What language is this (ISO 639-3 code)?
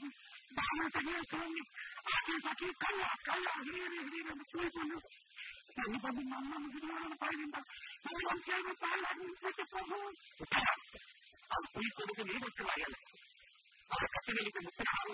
kan